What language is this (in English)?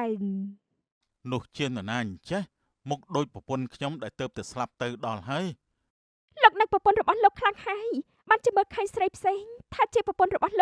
Khmer